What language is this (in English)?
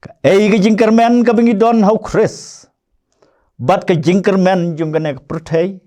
Khasi